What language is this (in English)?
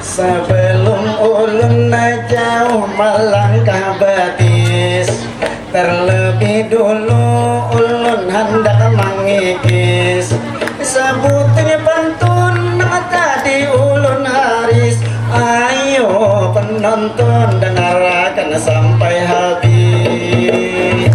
Banjar